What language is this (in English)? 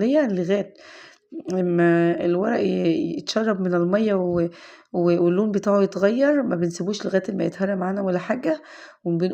Egyptian Arabic